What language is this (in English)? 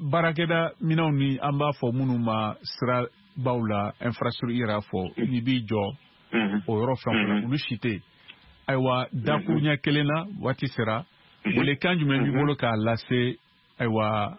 Bambara